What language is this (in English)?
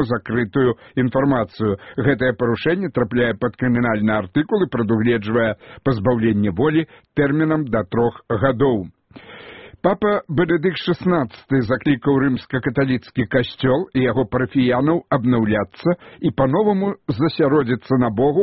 Belarusian